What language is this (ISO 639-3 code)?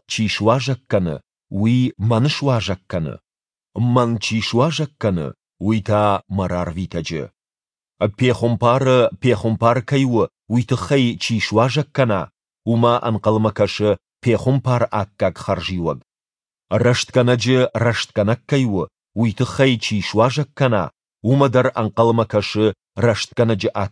oss